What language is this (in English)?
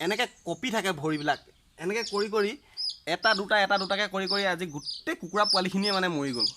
Assamese